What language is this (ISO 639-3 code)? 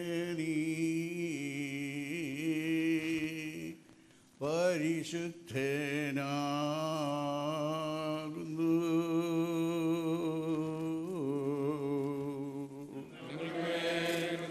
mal